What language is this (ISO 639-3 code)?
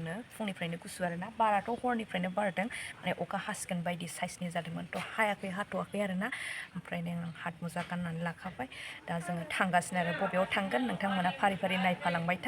brx